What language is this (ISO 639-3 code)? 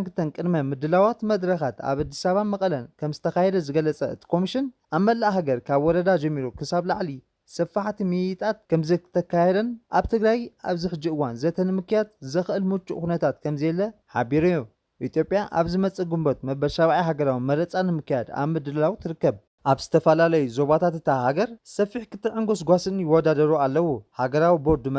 tir